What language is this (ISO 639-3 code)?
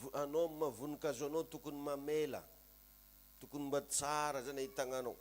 mlg